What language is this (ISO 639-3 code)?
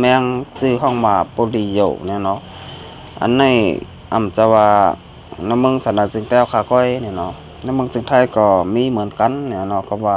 shn